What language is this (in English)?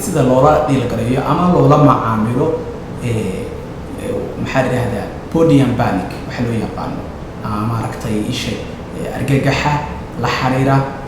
Somali